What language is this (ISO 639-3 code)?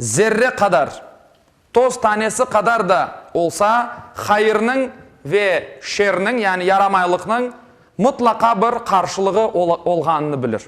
crh